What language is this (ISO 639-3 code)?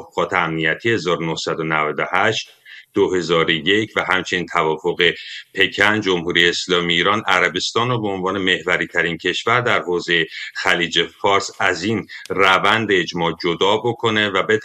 fas